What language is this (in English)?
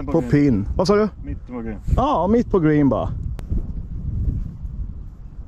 Swedish